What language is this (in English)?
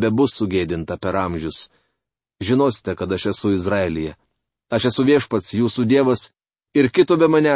Lithuanian